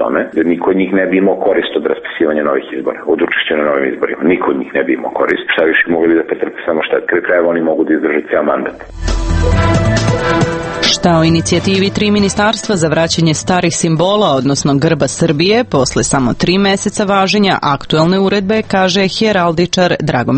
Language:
Serbian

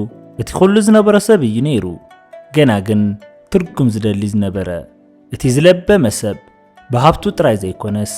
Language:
Tigrinya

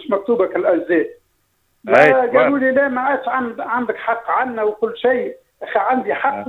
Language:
Tunisian Arabic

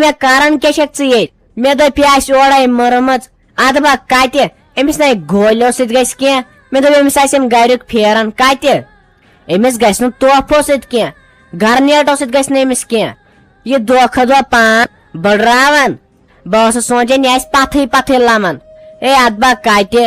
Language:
Kashmiri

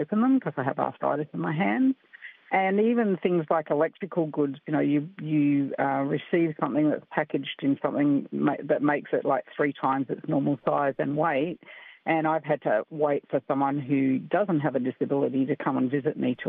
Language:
English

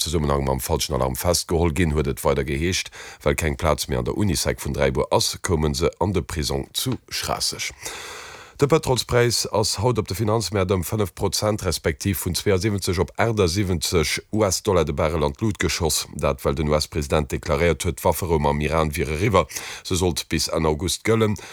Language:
Luxembourgish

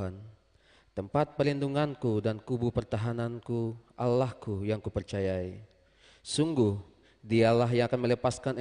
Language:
Ambonese Malay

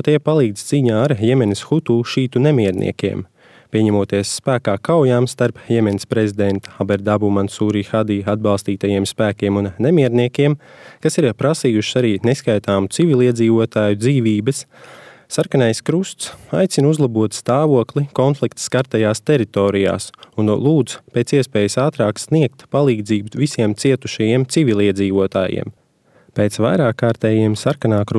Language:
Latvian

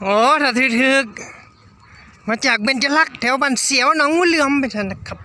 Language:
Northeastern Thai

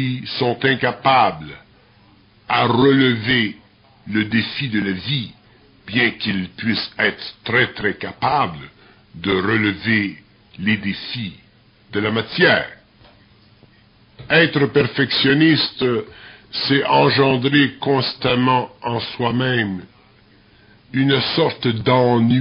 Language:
French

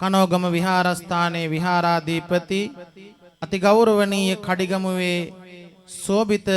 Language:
Sinhala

